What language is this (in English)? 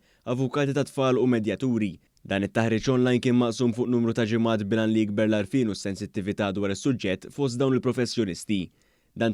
Maltese